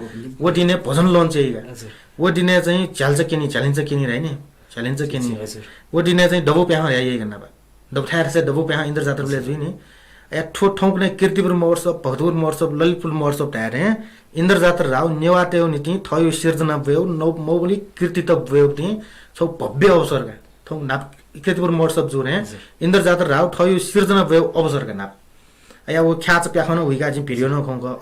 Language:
Newari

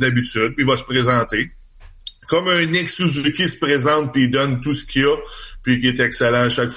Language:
French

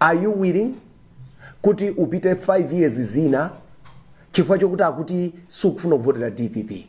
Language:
Nyanja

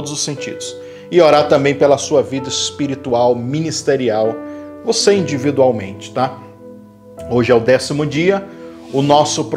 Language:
Portuguese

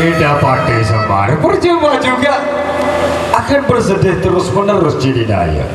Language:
Sasak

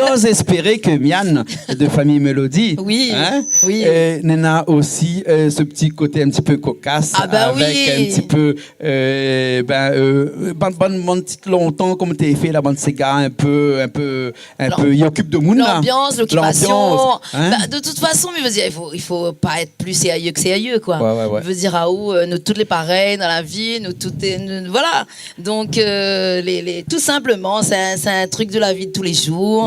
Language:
Réunion Creole French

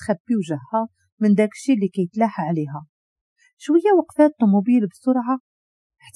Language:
Moroccan Arabic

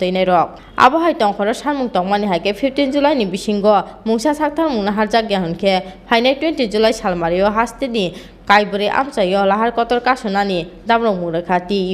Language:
Kok Borok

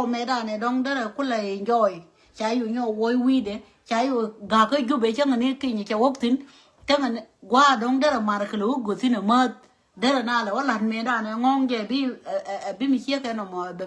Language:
Nuer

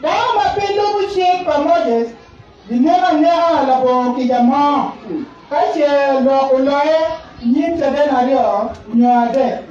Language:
Acoli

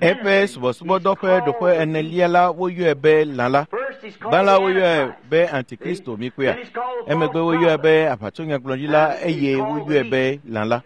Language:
Ewe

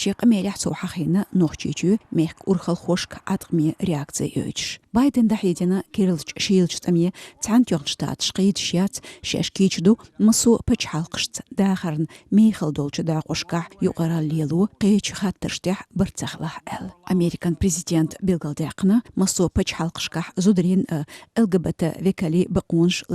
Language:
Chechen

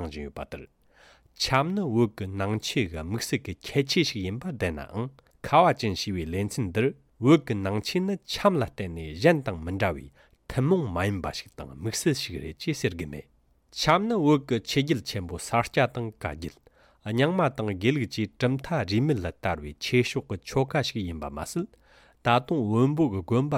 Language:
Tibetan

